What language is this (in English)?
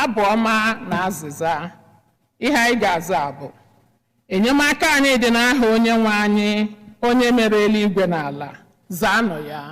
Igbo